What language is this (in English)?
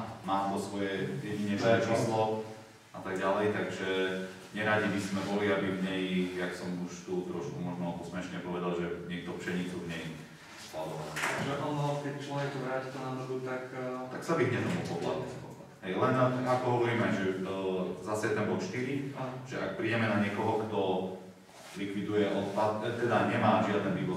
Slovak